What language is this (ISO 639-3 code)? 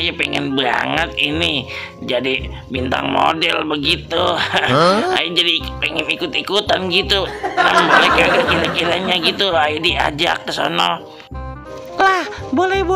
bew